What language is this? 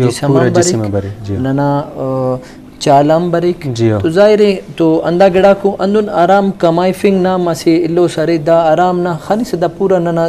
Brahui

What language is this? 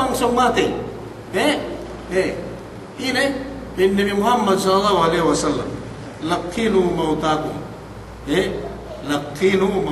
Yakan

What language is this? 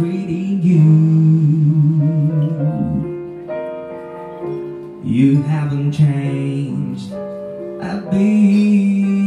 English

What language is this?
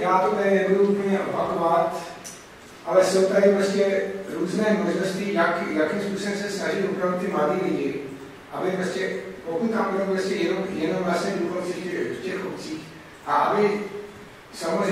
Czech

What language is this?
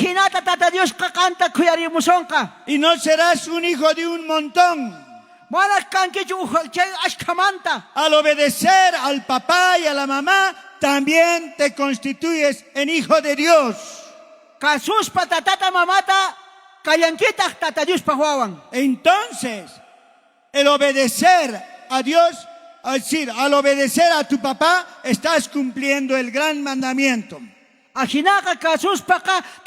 South Bolivian Quechua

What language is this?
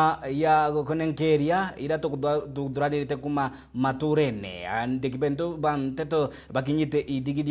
Meru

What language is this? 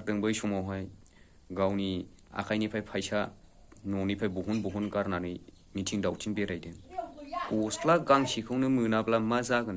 Bodo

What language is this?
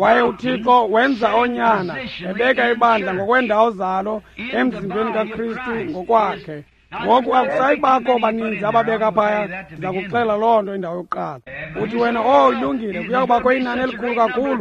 Xhosa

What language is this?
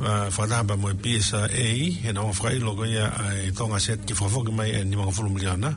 Tongan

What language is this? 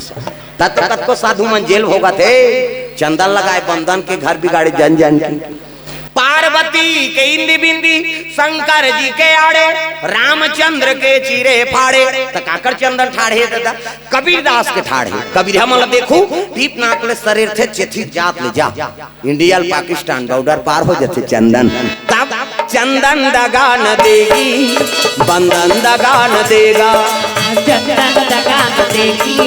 Chhattisgarhi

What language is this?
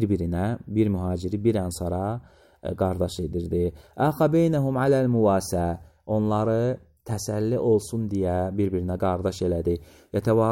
Azerbaijani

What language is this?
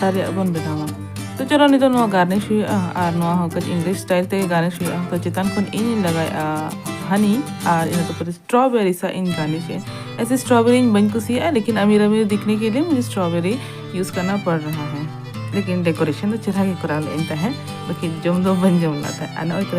Santali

